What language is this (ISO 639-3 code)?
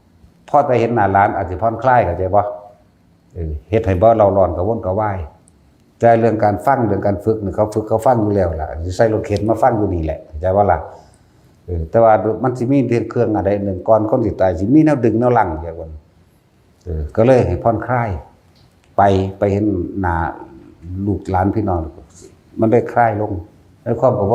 tts